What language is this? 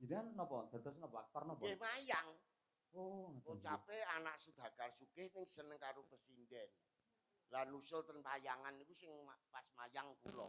Javanese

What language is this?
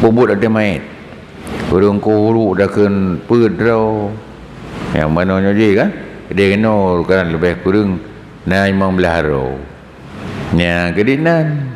Achinese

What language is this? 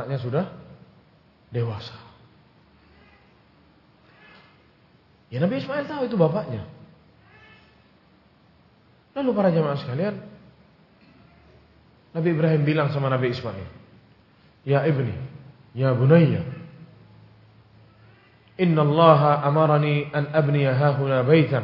Indonesian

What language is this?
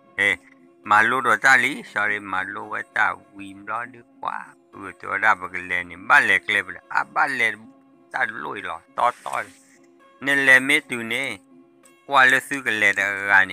S'gaw Karen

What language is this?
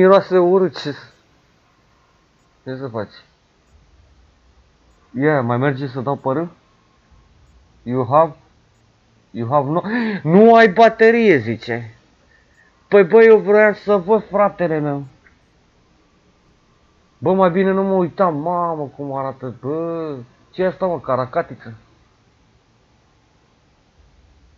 Romanian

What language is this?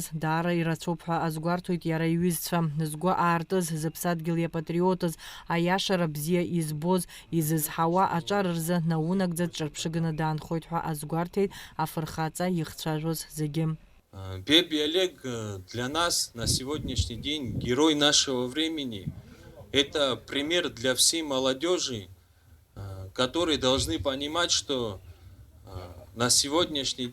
Abkhazian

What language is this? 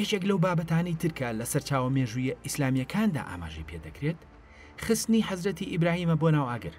Central Kurdish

